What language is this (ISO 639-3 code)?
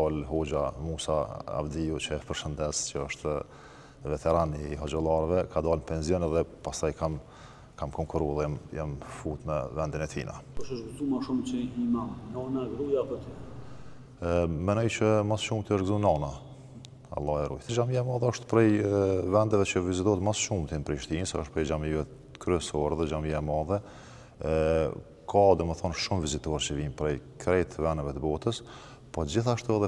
sqi